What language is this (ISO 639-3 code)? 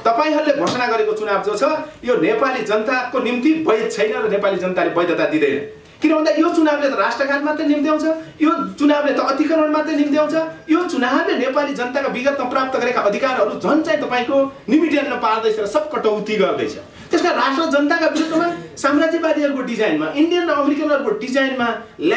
nep